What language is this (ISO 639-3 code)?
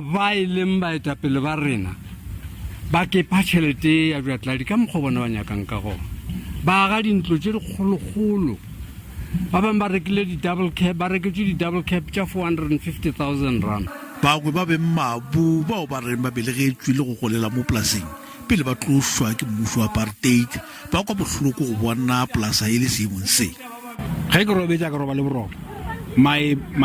nso